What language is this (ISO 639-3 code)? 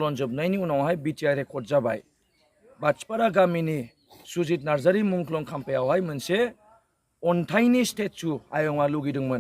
brx